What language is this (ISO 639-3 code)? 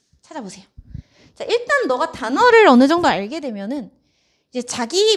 kor